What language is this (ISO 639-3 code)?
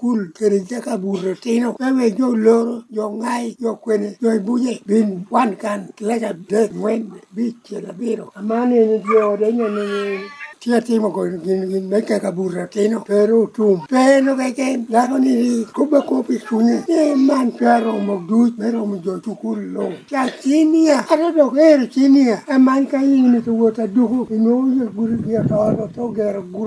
laj